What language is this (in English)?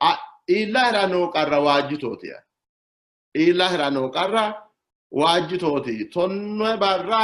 Sidamo